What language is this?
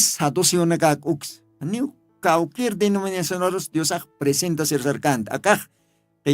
Aymara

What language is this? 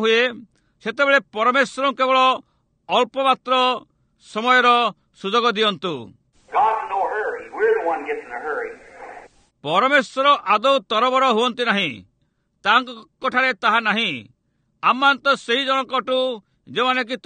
Odia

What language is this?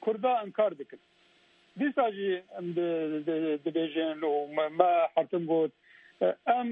Kurdish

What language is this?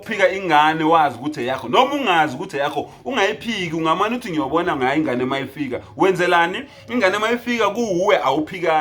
Zulu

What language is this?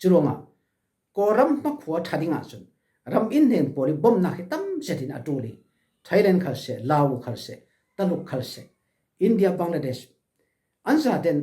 Falam Chin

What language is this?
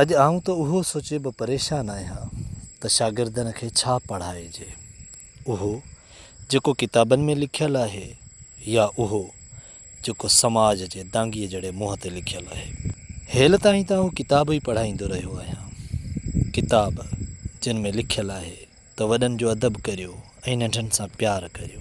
Sindhi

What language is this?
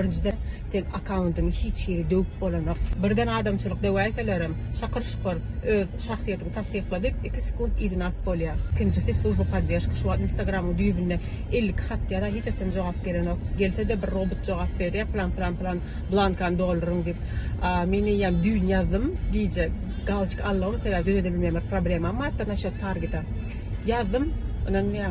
Turkmen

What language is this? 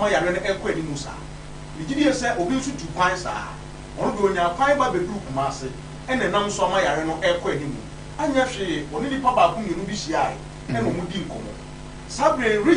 Akan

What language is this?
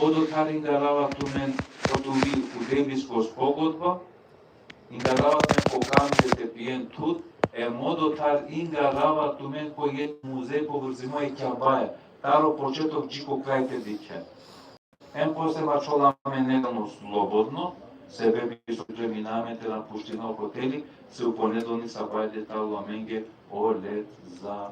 Balkan Romani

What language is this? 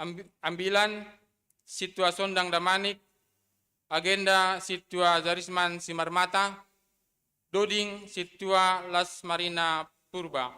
Batak Simalungun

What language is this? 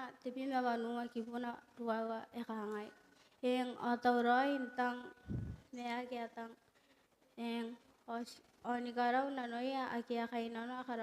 Gilbertese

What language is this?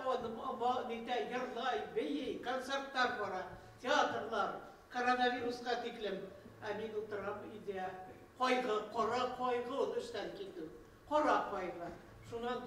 Bashkir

